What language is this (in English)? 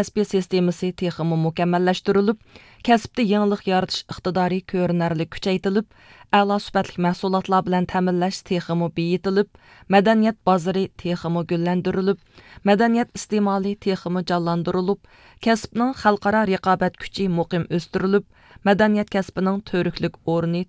Uyghur